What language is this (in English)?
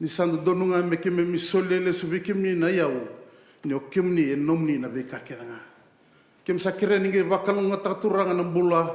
Fijian